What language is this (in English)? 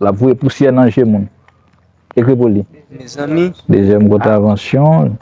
Haitian Creole